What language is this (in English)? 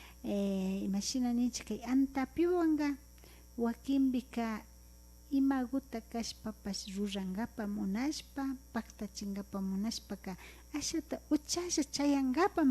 Imbabura Highland Quichua